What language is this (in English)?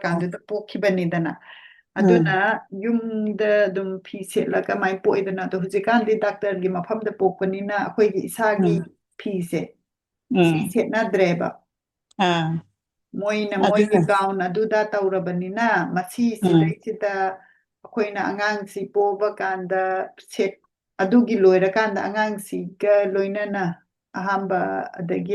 Manipuri